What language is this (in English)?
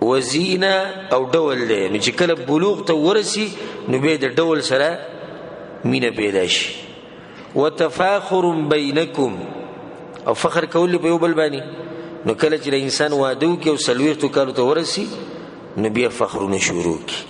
Pashto